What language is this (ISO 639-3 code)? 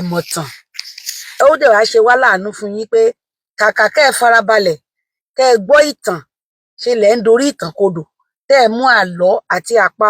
yor